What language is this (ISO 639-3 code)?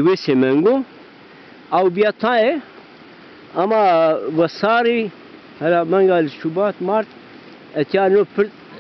zza